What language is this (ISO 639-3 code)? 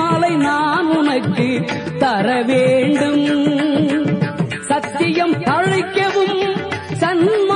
tam